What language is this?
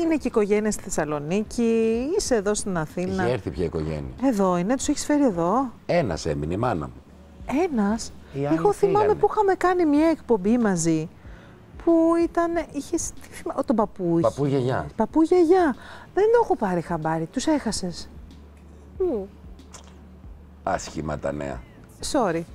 Greek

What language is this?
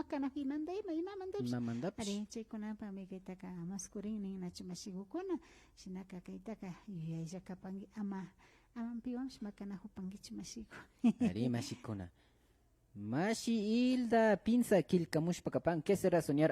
Imbabura Highland Quichua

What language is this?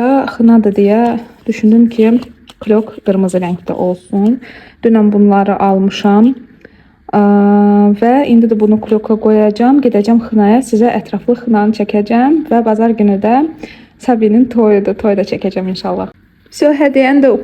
Azerbaijani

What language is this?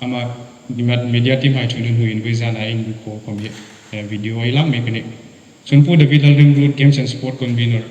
Hmar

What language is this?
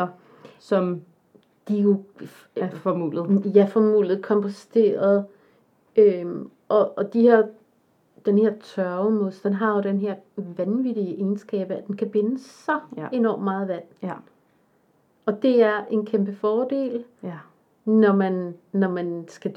Danish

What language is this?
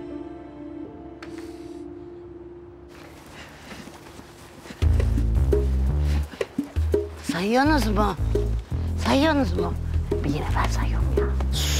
Turkish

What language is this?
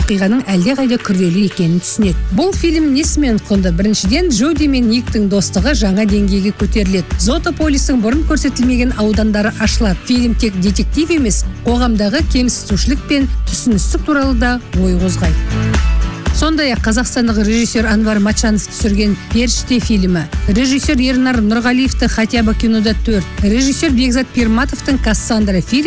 Kazakh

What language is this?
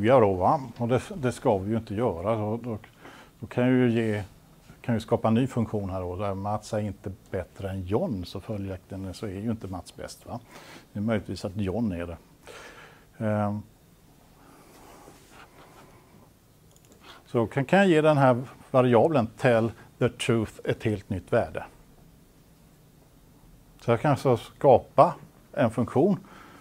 Swedish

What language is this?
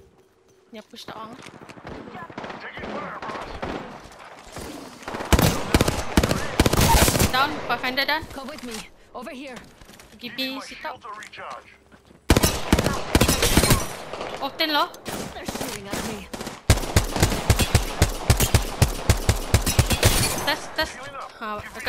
Malay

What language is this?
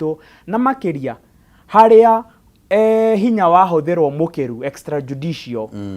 Kikuyu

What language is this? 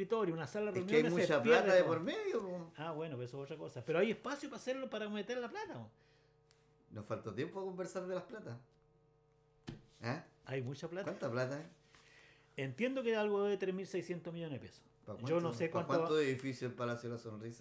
Spanish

